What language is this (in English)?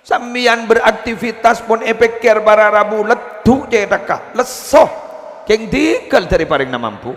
Madurese